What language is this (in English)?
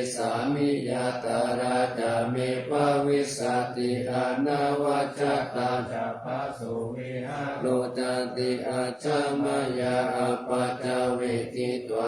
Pali